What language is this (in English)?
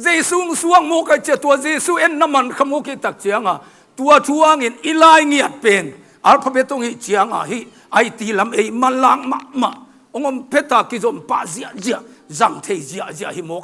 Tedim Chin